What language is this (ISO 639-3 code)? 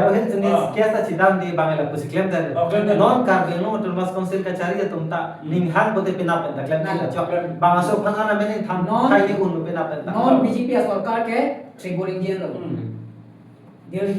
mjw